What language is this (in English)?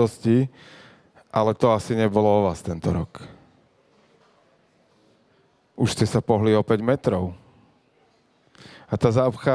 Slovak